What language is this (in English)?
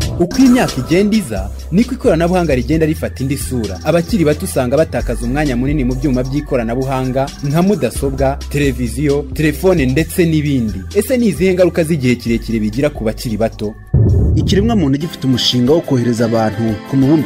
Kinyarwanda